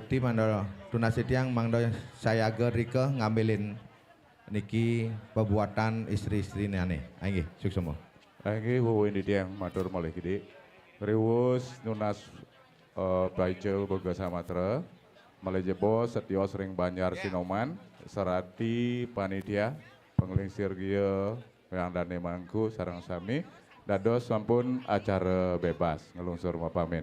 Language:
Balinese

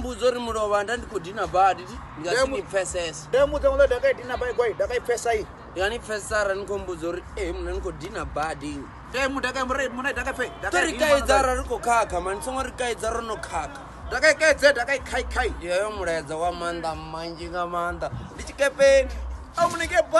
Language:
Venda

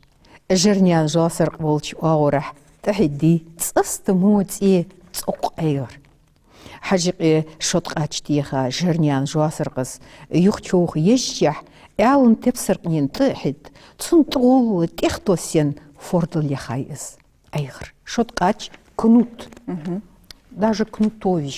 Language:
Ingush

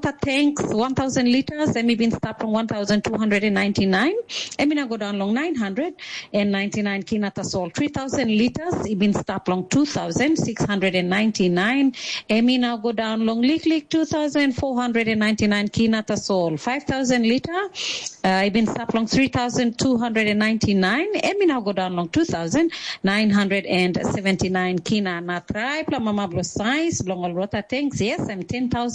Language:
Tok Pisin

